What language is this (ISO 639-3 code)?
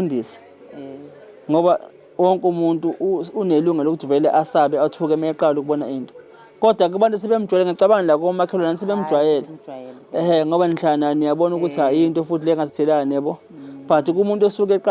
zul